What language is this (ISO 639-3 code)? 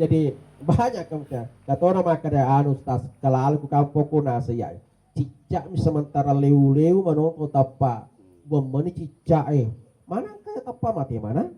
bug